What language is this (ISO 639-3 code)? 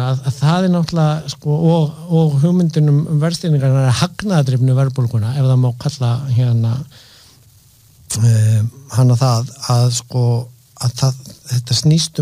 isl